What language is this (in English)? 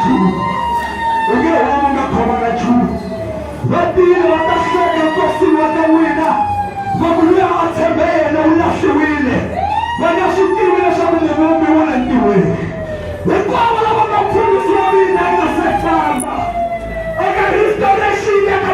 Tsonga